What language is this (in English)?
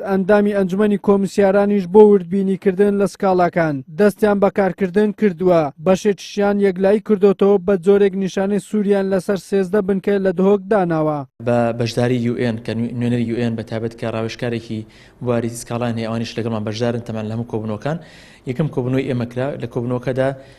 Central Kurdish